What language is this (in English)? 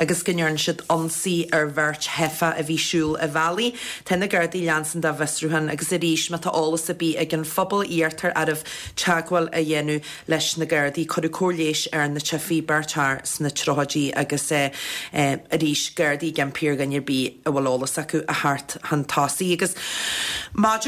Irish